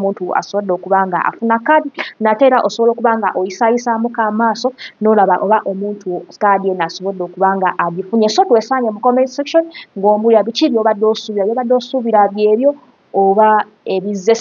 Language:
Ganda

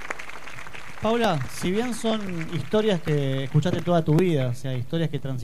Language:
Spanish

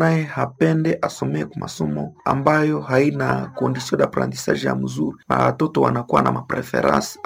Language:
Swahili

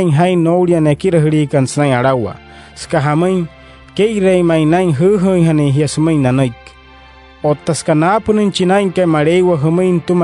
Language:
Wayuu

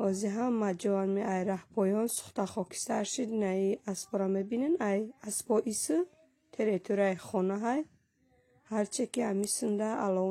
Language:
Tajik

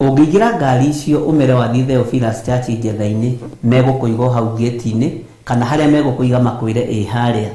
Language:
Kikuyu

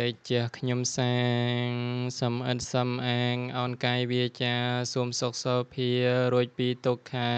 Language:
Khmer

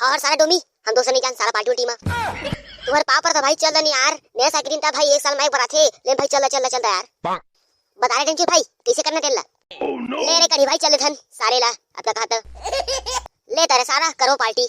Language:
Chhattisgarhi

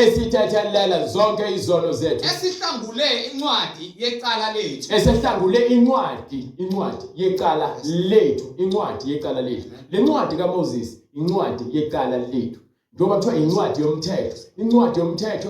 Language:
Zulu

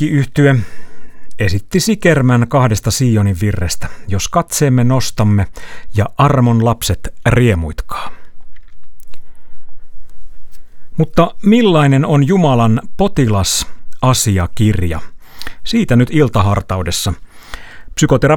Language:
Finnish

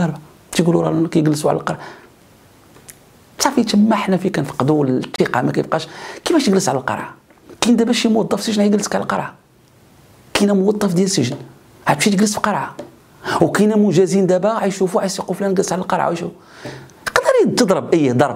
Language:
Moroccan Arabic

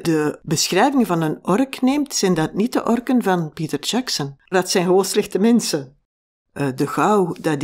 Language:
Dutch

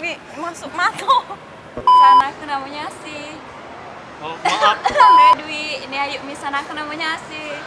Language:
Musi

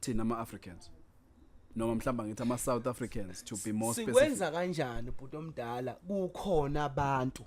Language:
Zulu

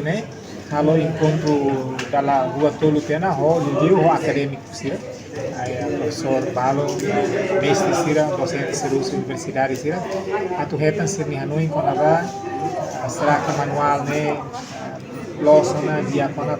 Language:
Tetum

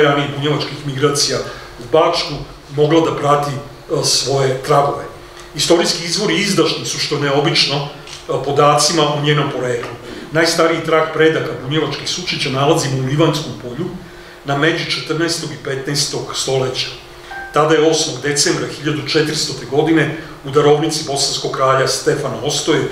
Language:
Serbian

